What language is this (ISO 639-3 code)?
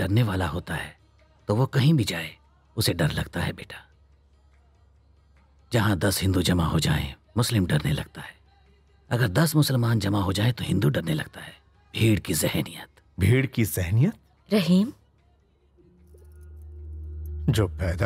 hin